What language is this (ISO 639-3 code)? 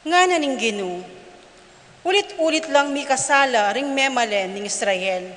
pam